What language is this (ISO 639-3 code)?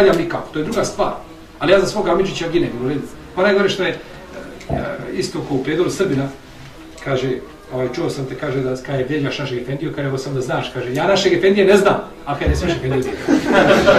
bos